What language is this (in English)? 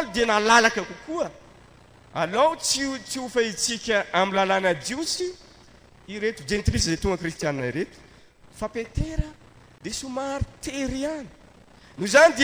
Malagasy